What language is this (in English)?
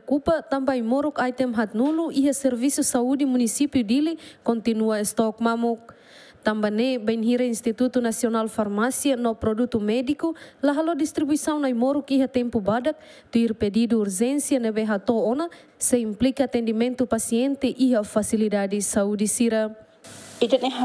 Tetum